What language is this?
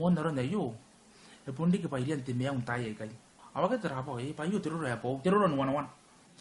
Gilbertese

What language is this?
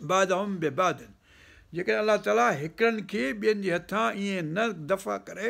Sindhi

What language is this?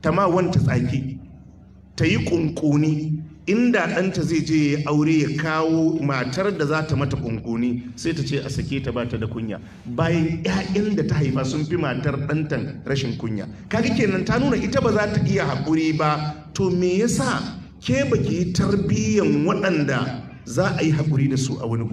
Hausa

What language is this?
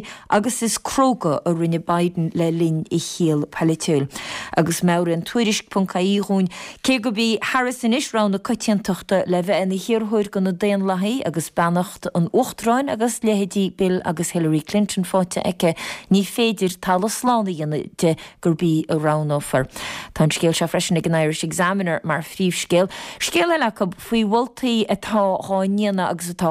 Irish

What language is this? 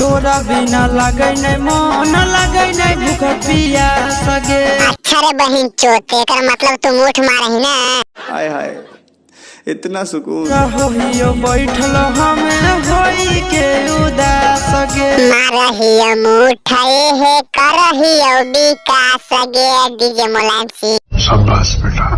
Magahi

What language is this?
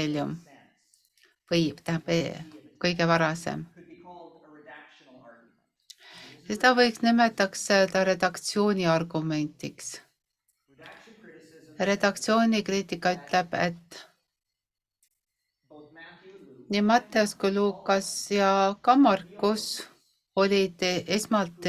Estonian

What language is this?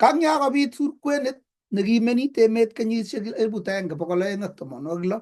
Kalenjin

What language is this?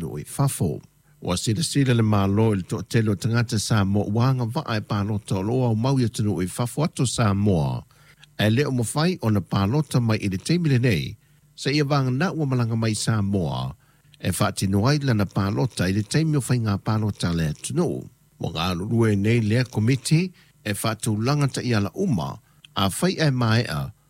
Samoan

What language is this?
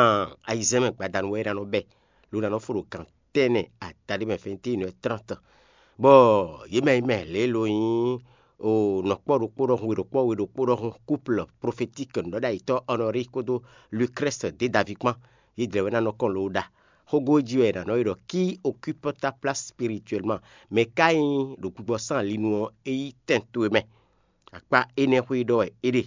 Fon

